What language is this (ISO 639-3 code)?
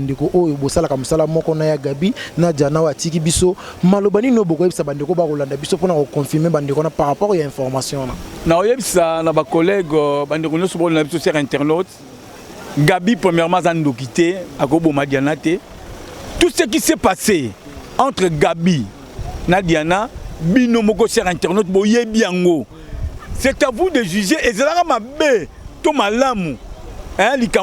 lin